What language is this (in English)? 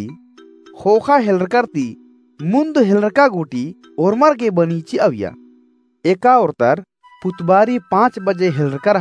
Kurukh